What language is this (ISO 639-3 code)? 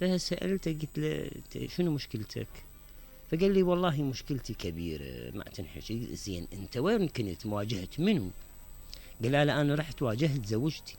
acm